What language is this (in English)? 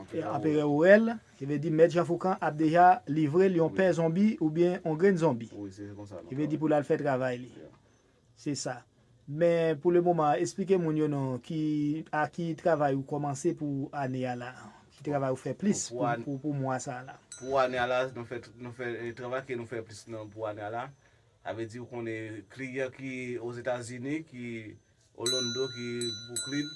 Haitian Creole